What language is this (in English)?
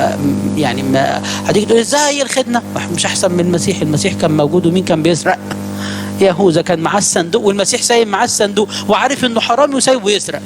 Egyptian Arabic